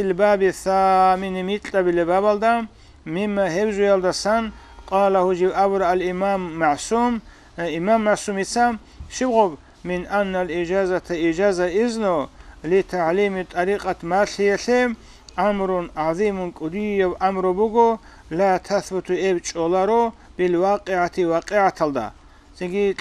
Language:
Avaric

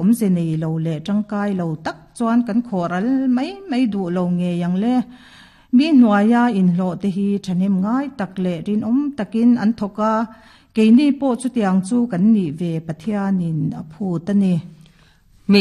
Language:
Mizo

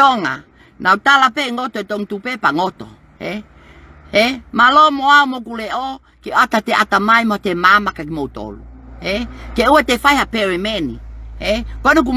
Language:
Tongan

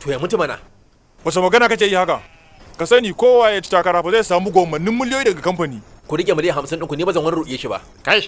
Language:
Hausa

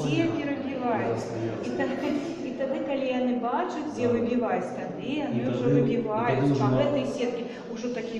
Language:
Belarusian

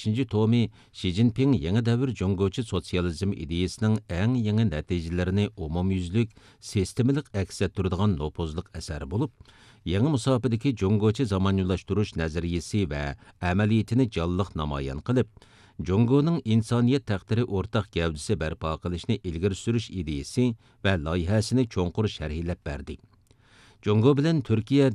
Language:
Uyghur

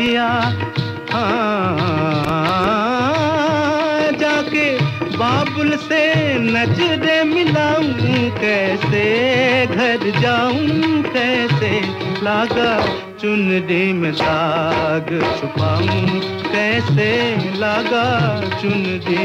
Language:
Hindi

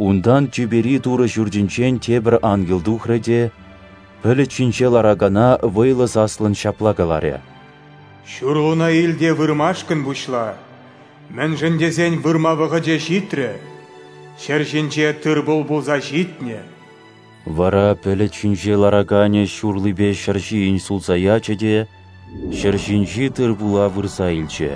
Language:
Chuvash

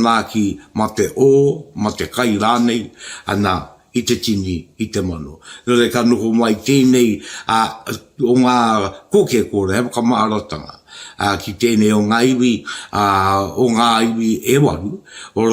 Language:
Māori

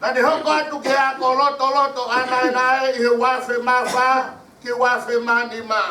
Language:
Tongan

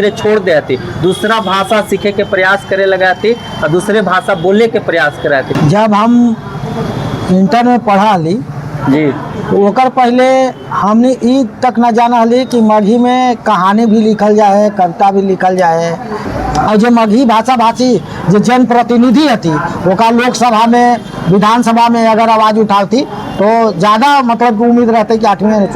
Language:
Magahi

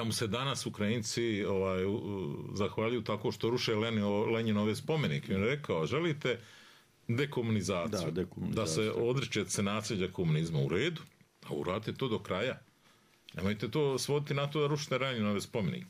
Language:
Bosnian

